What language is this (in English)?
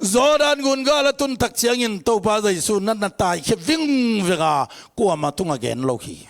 Tedim Chin